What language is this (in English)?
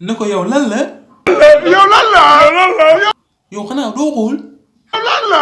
Wolof